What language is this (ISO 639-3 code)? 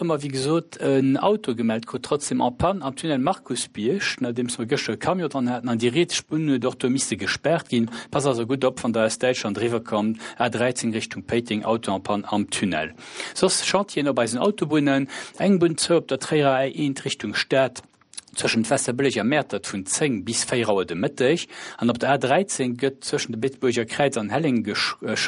ltz